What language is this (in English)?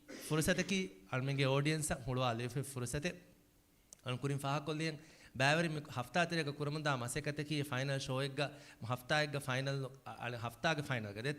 Divehi